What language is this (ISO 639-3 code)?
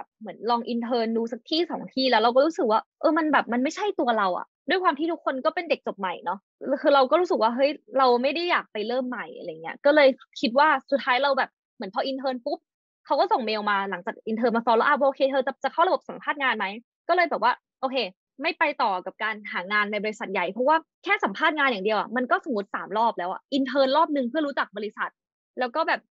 tha